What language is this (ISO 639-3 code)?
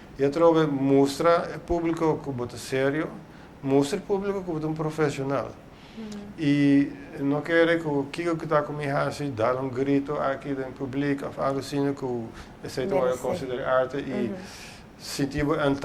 pap